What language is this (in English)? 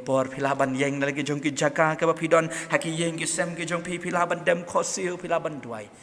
Khasi